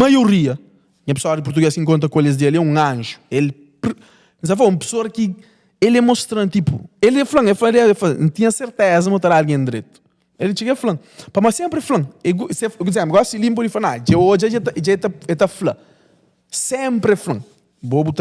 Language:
Kabuverdianu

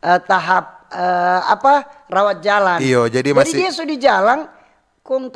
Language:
Manado Malay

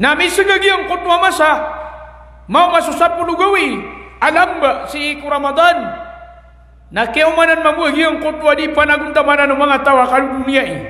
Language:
Maranao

